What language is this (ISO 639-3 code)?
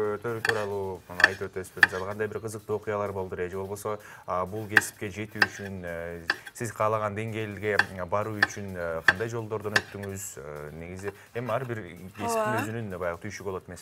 kir